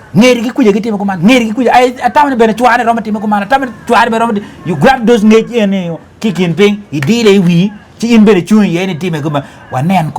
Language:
Acoli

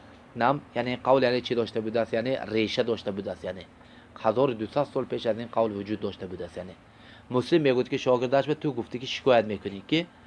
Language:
Tajik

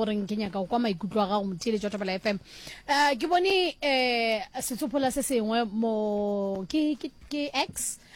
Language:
Northern Sotho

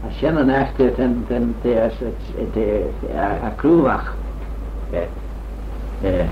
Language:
Manx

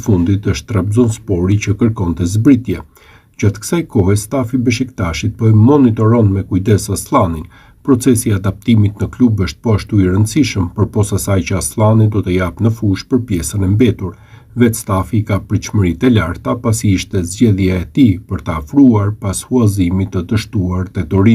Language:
Albanian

